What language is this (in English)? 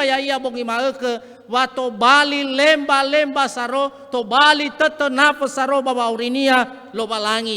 Nias